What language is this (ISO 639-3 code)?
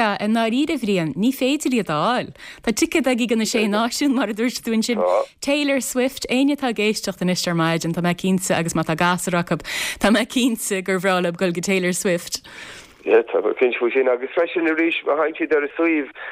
gle